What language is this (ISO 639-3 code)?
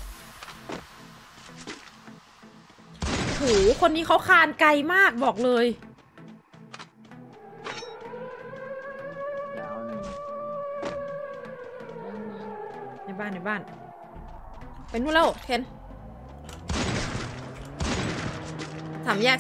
tha